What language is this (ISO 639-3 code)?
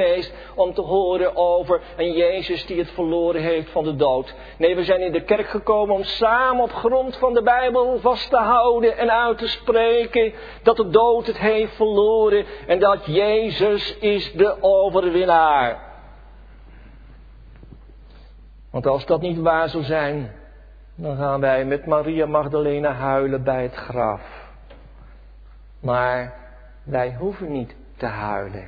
nld